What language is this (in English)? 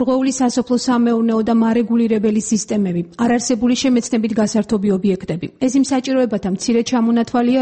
Georgian